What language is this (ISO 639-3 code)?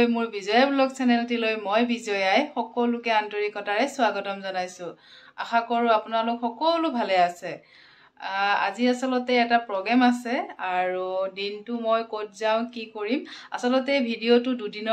asm